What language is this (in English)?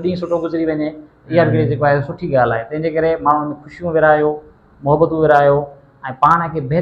Sindhi